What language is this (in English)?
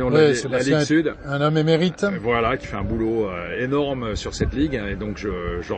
French